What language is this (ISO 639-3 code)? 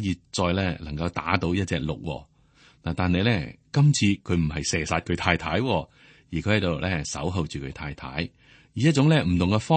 yue